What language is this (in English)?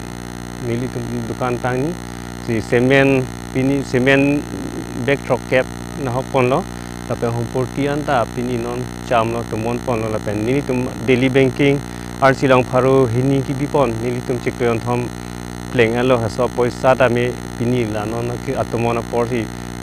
Karbi